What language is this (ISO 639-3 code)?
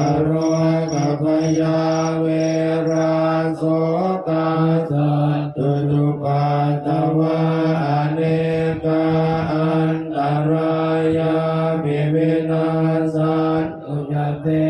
pli